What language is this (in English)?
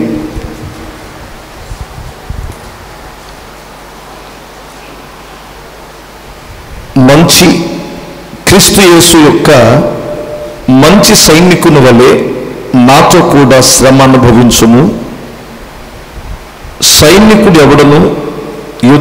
Telugu